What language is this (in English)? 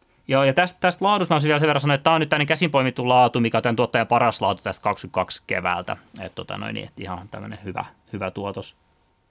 Finnish